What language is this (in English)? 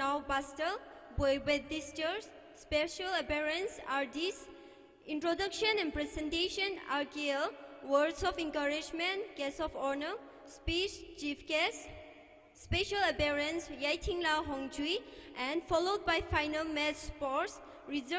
Tangkhul Naga (India)